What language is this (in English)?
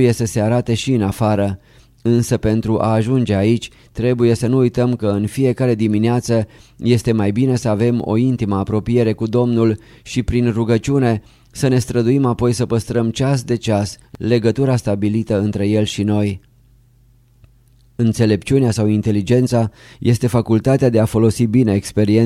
Romanian